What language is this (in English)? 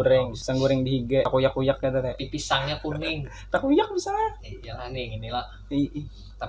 Banjar